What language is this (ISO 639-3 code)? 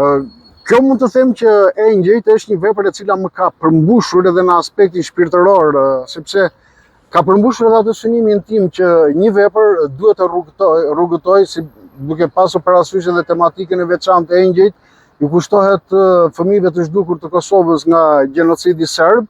sqi